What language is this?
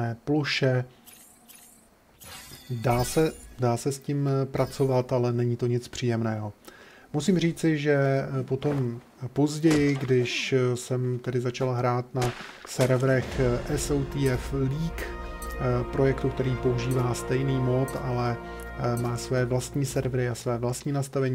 Czech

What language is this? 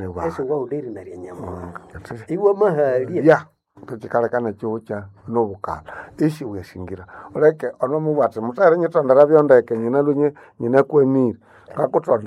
Nande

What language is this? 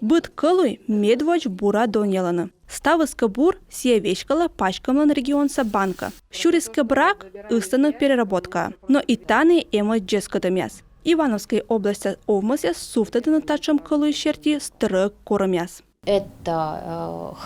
Komi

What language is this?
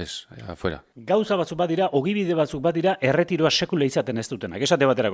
Basque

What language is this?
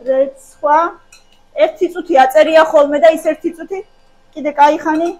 Georgian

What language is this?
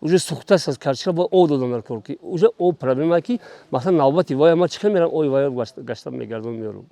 Tajik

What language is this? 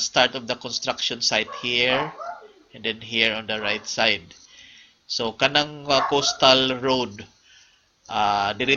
Cebuano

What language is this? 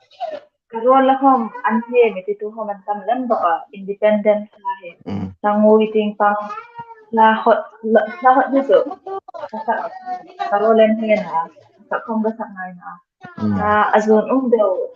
Hmar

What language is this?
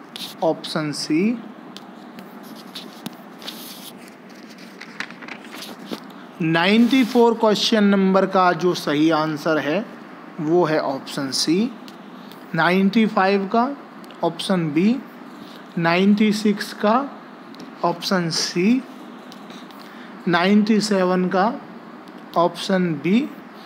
Hindi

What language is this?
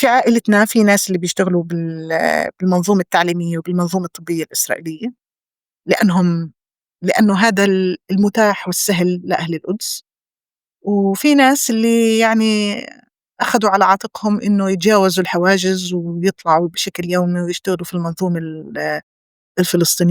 North Levantine Arabic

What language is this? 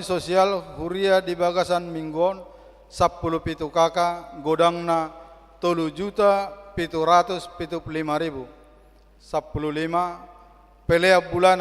Batak Toba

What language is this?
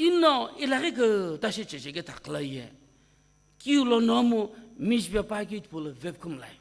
Sumi Naga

